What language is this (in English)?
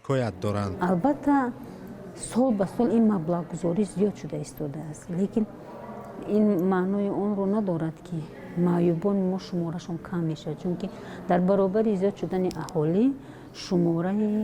Tajik